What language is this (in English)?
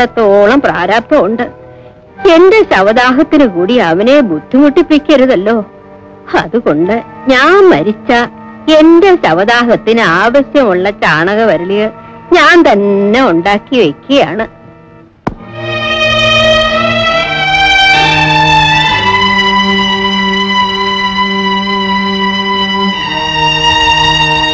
Malayalam